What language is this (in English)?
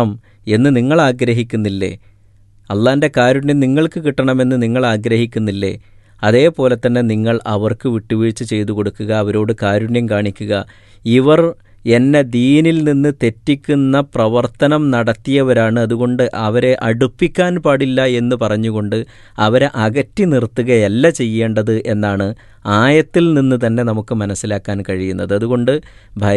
Malayalam